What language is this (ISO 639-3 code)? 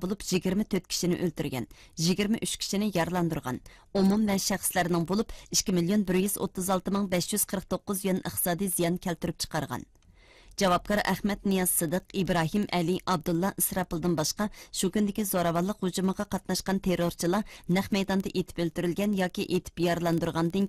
uig